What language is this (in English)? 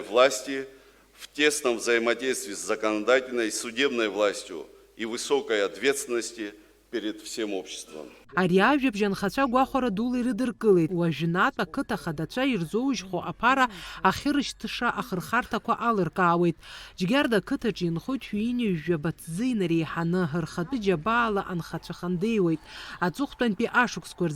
Abkhazian